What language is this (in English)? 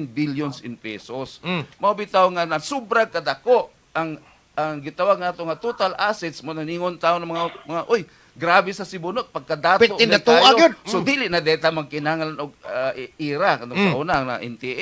Cebuano